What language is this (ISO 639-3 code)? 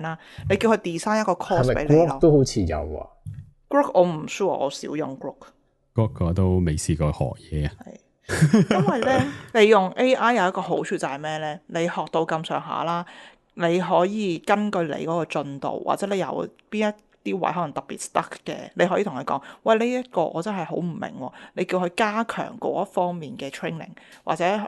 yue